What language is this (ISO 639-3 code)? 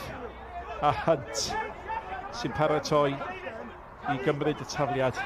cym